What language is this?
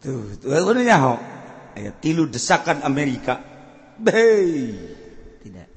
Sundanese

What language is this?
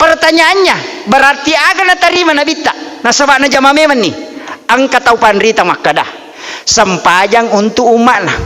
Buginese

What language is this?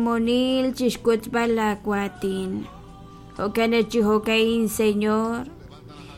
Kekchí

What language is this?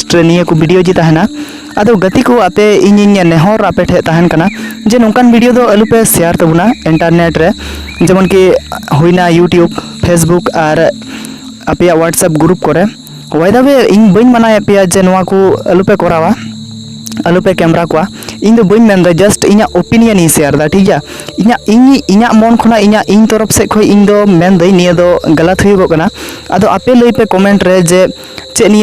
Santali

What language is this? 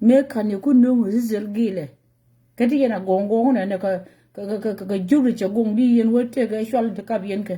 Nuer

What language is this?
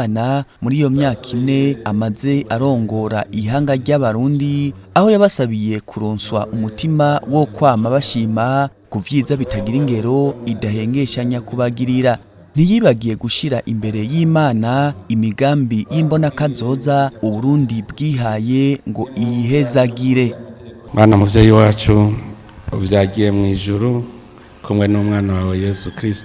Rundi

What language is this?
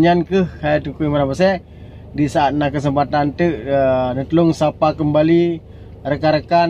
Achinese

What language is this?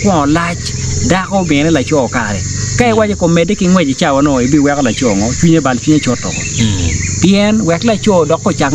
Acoli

